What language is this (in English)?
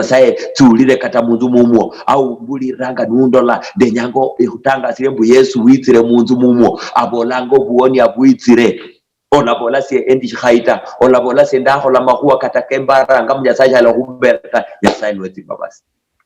Luyia